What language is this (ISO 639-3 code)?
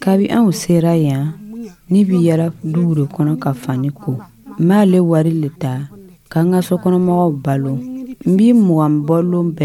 dyu